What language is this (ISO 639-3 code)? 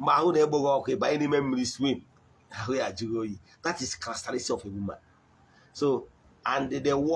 ibo